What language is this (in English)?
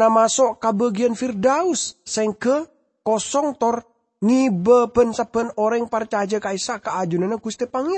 Madurese